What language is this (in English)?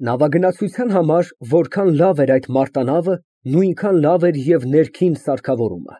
Armenian